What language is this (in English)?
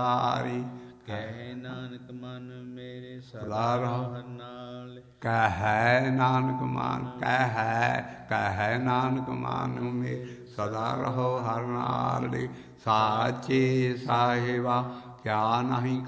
Punjabi